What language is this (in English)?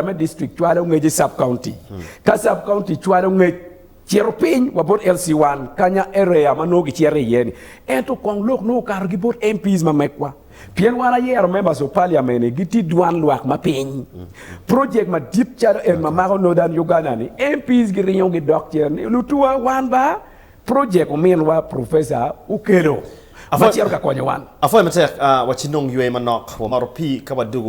Acoli